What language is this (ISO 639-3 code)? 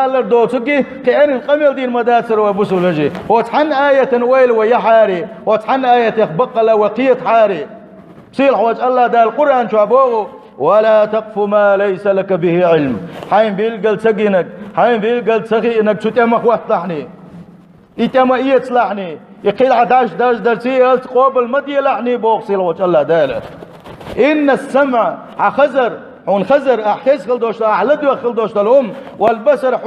che